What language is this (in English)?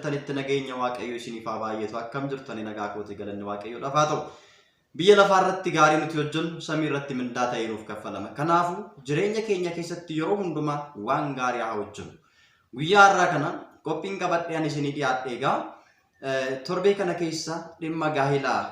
Oromo